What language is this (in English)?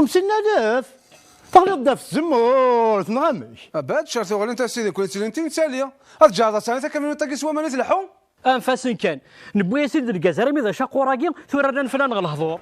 Kabyle